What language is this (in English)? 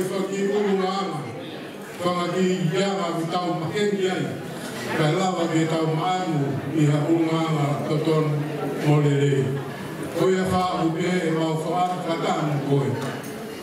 Tongan